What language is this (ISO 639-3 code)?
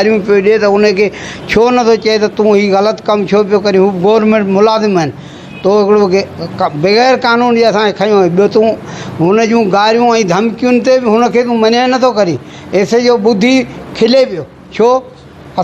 snd